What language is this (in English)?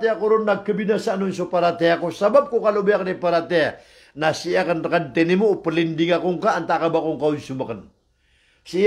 Maranao